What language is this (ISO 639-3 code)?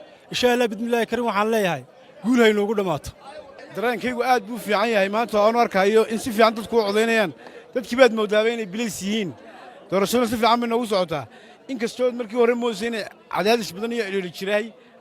som